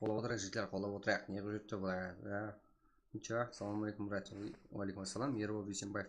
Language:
Kara-Kalpak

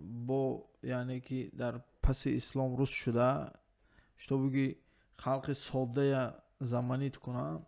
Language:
Tajik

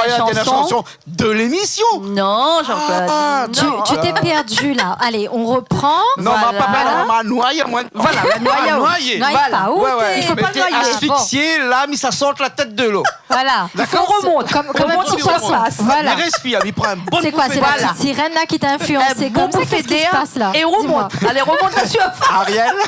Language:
Réunion Creole French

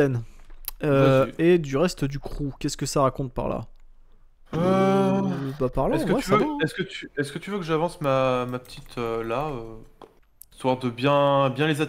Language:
French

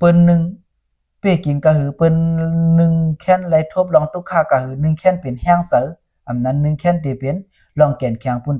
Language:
Shan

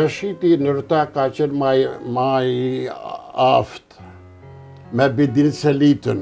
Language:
Albanian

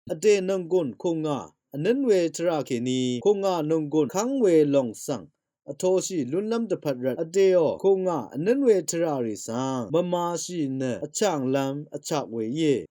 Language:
Rawang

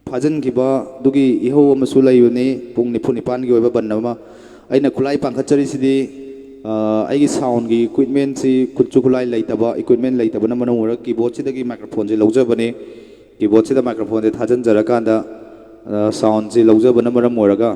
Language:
Manipuri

